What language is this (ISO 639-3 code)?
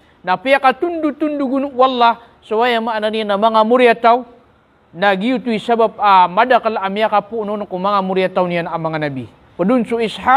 mrw